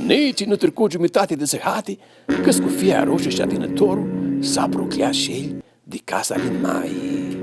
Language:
Aromanian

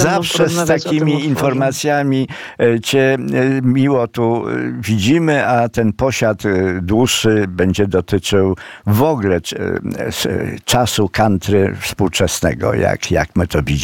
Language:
Polish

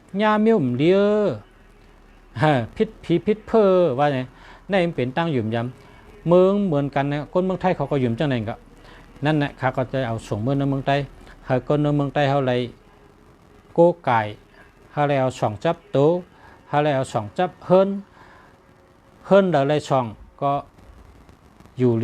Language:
Shan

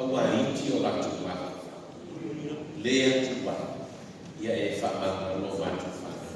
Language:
Samoan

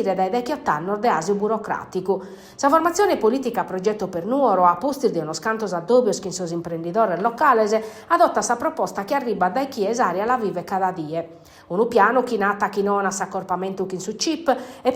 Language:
Sardinian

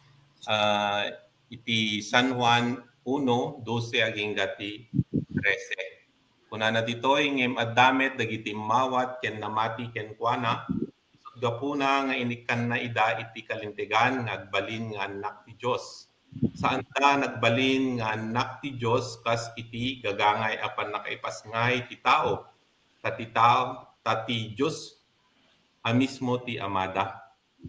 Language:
Iloko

